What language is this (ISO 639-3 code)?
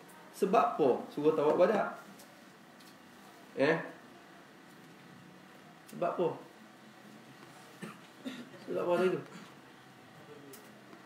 msa